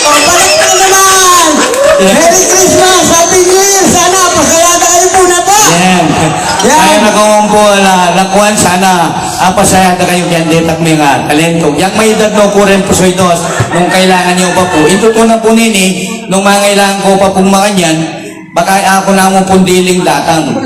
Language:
Pampanga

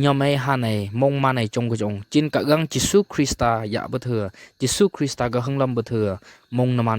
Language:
Phom Naga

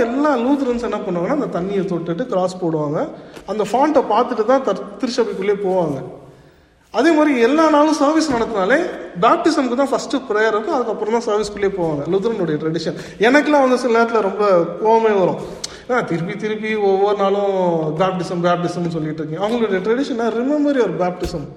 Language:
Tamil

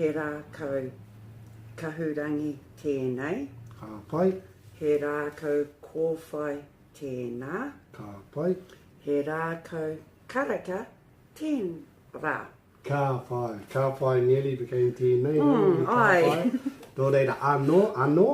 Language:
Māori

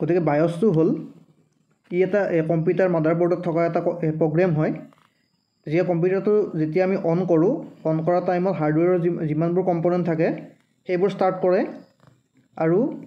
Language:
Assamese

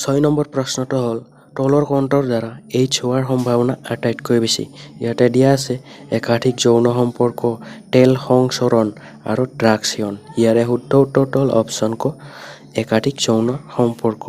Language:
Assamese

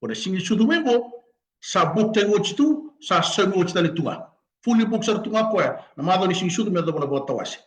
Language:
Fijian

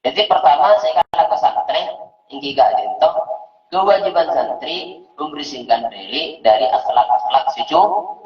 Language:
Madurese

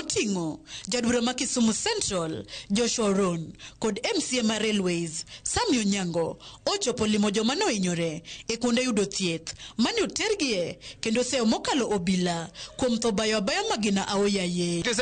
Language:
Luo (Kenya and Tanzania)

